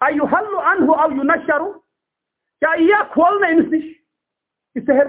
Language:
Kashmiri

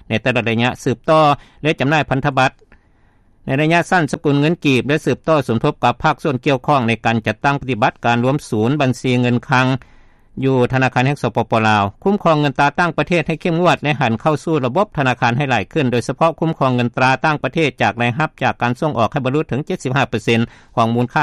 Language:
Lao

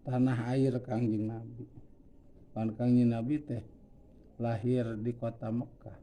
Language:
Sundanese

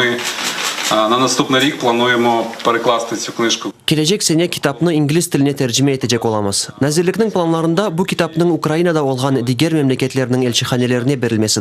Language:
Crimean Tatar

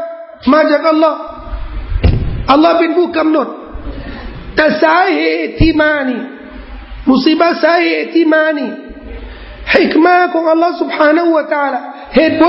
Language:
Thai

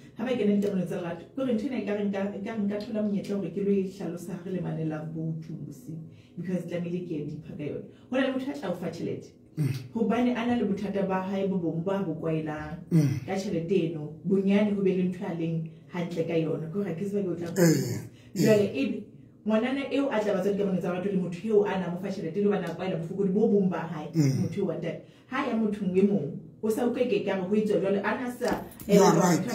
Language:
Southern Sotho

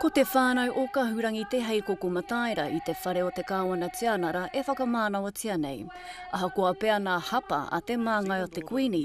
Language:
Māori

